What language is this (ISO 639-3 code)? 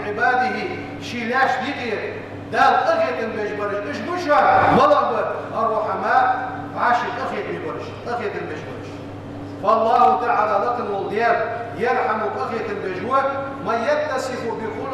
inh